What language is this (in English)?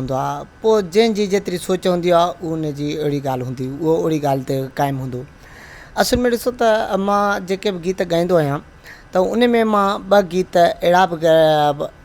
Sindhi